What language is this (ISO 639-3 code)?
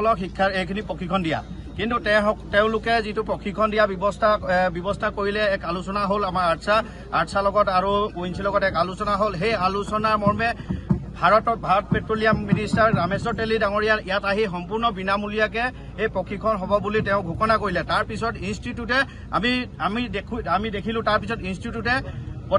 asm